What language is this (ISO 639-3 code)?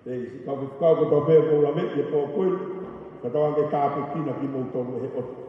ton